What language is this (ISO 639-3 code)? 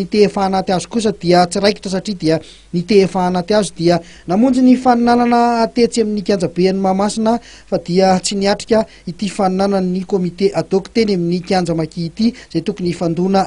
mlg